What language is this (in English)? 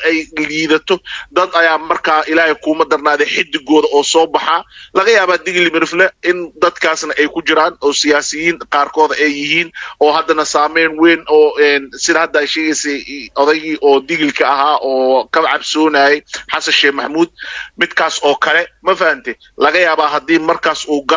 Somali